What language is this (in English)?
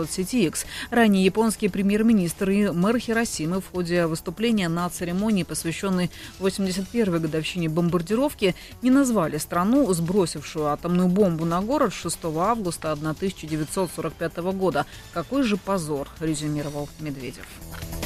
Russian